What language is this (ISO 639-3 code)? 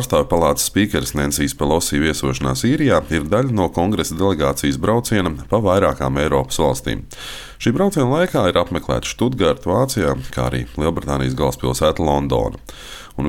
lav